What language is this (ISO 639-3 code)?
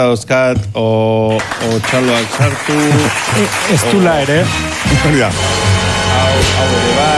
eus